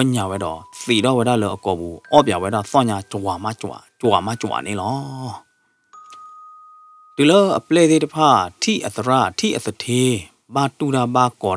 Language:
S'gaw Karen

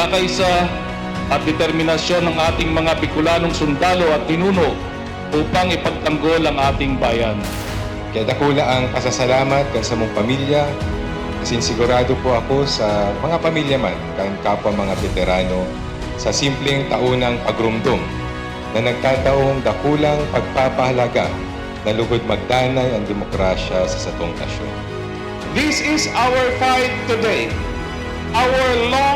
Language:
Bikol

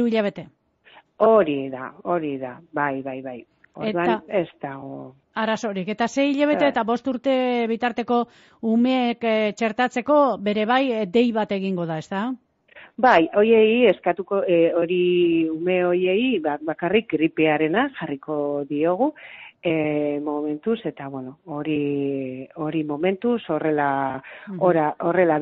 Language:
Basque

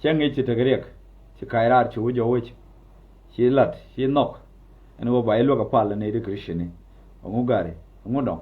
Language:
Nuer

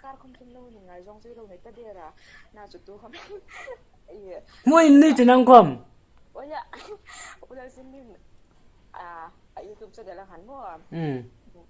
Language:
Hmar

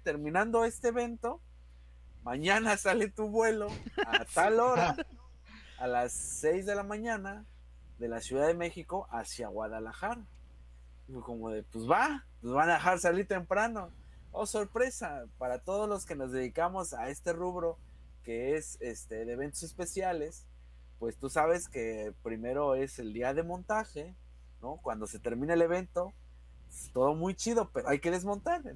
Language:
Spanish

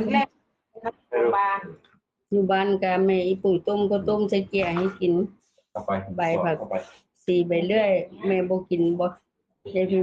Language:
Northeastern Thai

